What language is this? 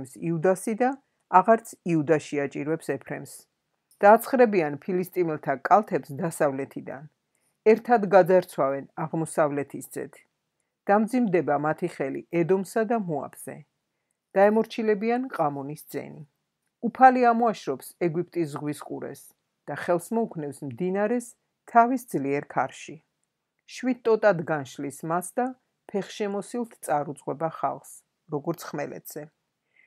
Georgian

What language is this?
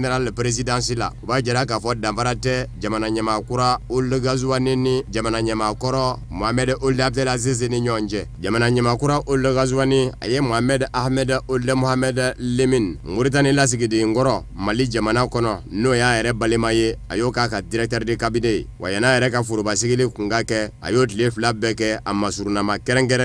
Bambara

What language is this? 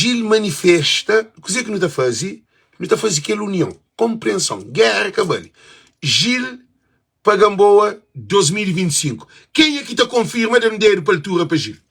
Kabuverdianu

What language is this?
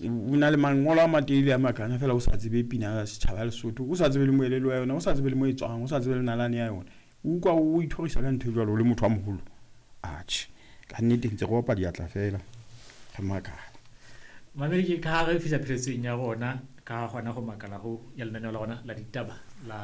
Southern Sotho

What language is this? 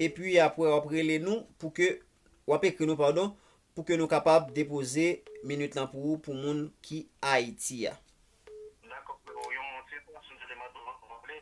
Haitian Creole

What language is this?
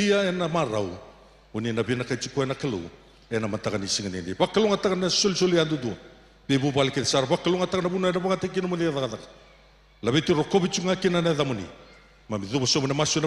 Fijian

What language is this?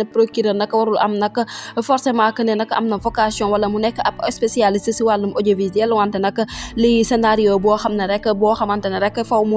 Wolof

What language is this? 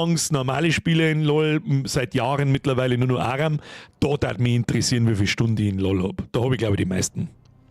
Bavarian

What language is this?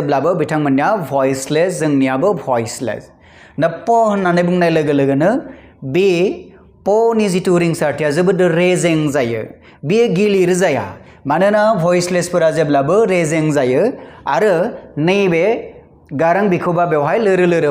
Bodo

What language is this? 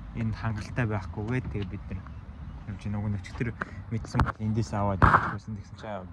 Mongolian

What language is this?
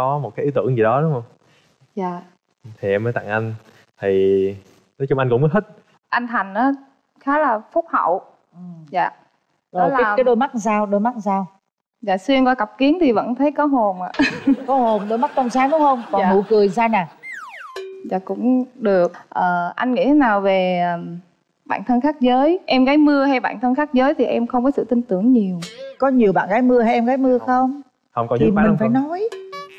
Vietnamese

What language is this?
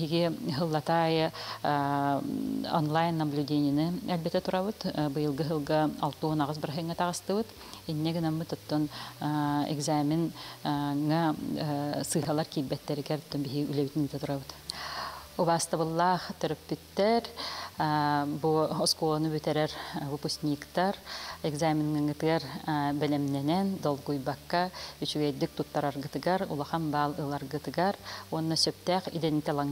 Yakut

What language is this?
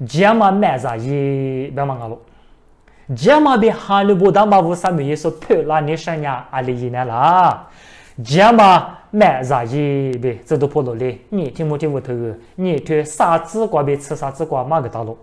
Lisu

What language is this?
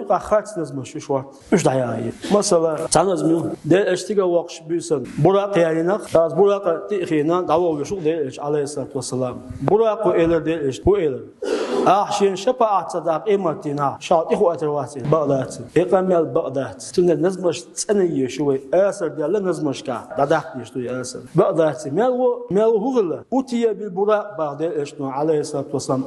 Chechen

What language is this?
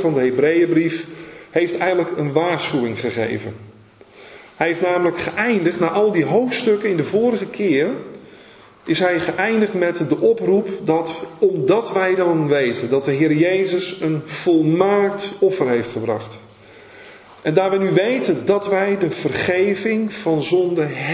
Dutch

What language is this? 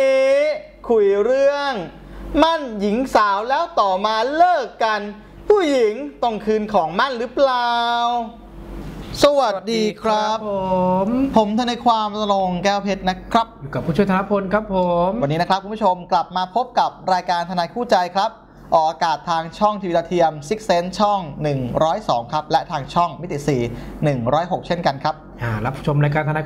Thai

